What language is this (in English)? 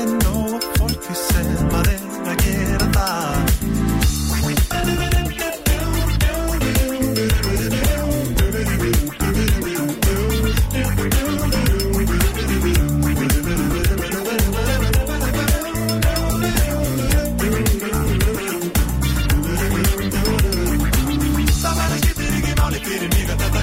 Icelandic